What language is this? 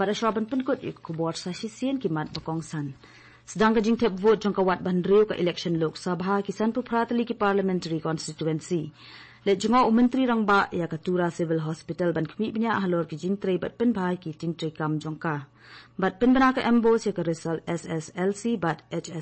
Khasi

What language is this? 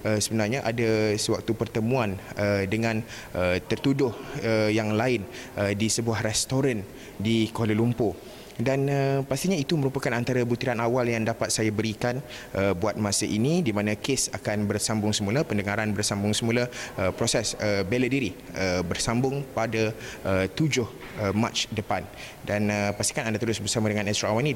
Malay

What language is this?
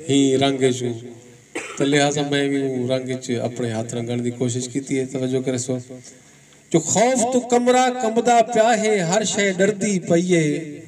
Saraiki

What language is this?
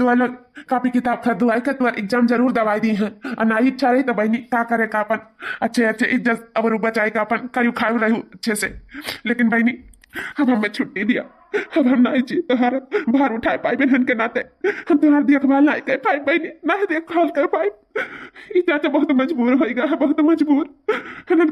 Awadhi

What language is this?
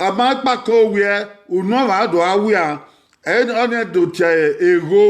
Bini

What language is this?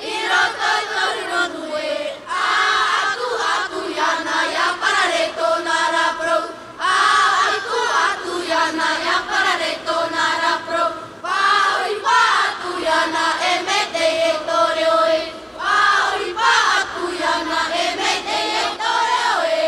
Tahitian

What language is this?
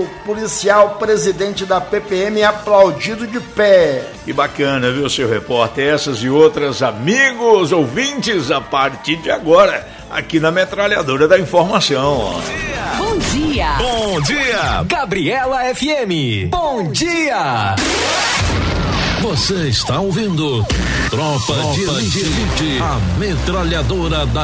Portuguese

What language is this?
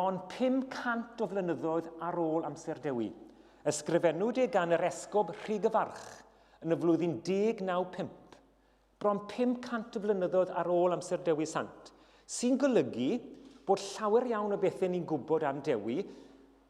Welsh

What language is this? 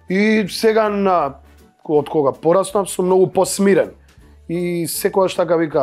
Macedonian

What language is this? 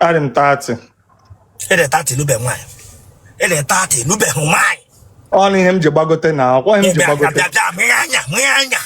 Igbo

